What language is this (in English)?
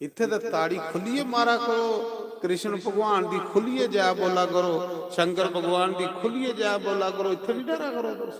Dogri